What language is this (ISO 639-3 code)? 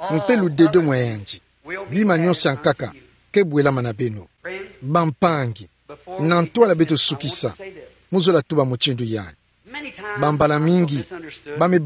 ktu